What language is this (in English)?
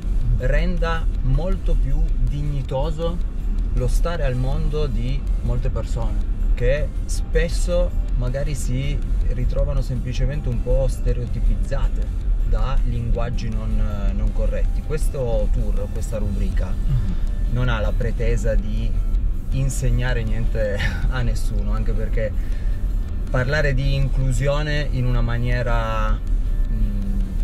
Italian